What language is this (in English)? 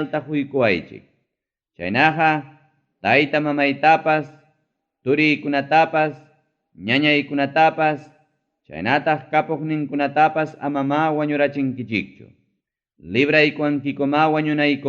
Ayacucho Quechua